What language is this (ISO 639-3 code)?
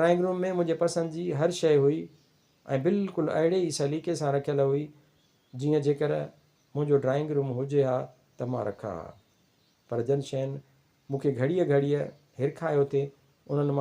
snd